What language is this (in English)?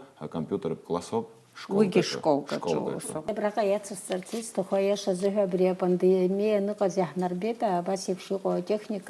Abkhazian